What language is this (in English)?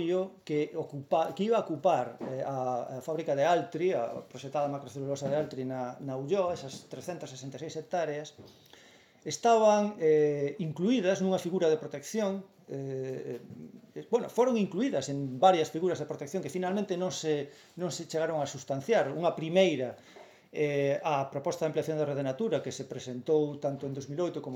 Galician